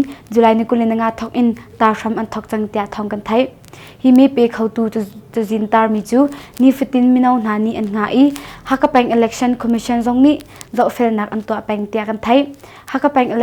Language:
Hakha Chin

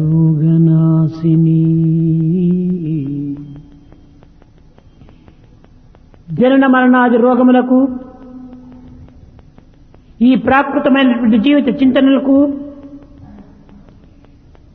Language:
Telugu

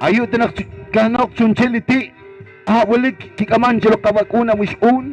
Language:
Poqomchi'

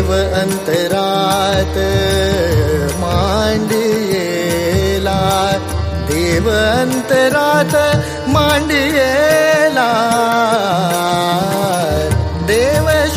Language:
Marathi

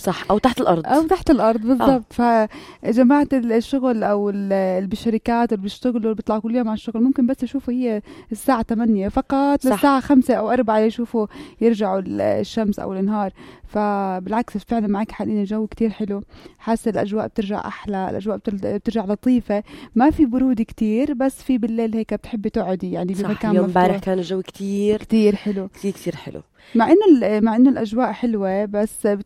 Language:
North Levantine Arabic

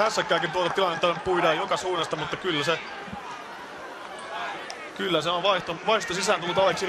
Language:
Finnish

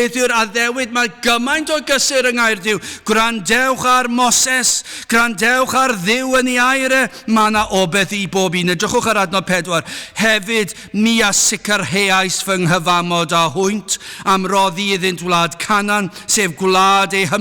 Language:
Welsh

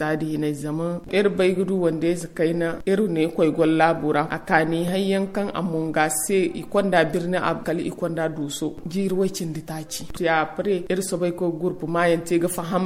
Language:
Zarma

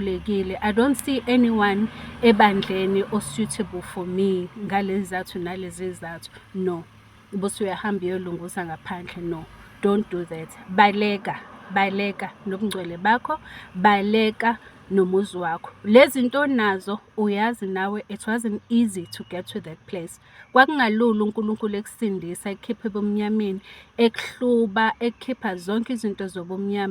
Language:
Zulu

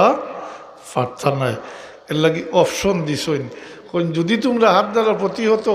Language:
Sylheti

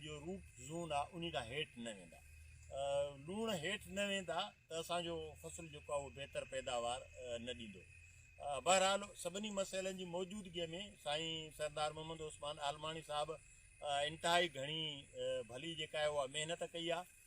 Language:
Sindhi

